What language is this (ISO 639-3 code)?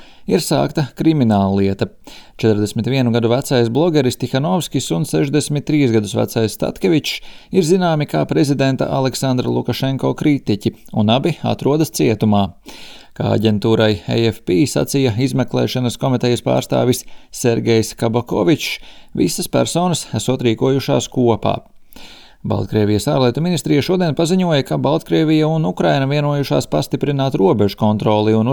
lav